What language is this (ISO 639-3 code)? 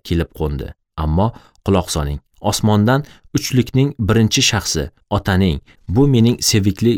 uzb